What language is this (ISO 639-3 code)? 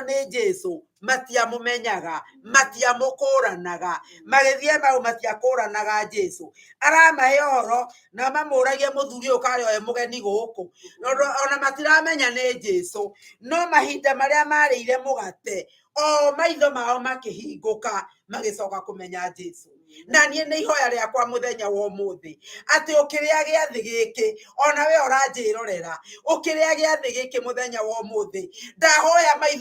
kik